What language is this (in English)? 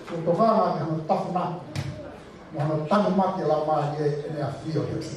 Tongan